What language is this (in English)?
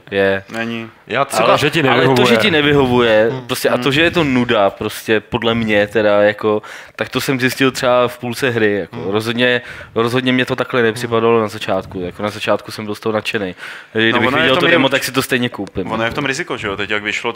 Czech